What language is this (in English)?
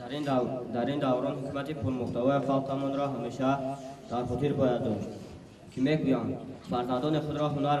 Tajik